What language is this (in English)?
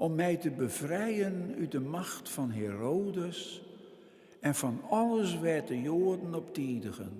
Western Frisian